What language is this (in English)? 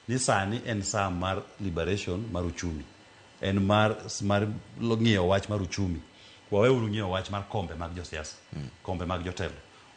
Luo (Kenya and Tanzania)